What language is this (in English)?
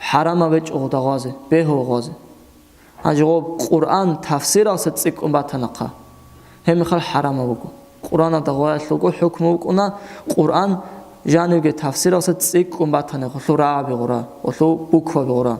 Avaric